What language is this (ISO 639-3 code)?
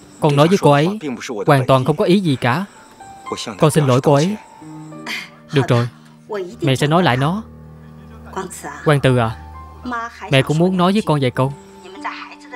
vie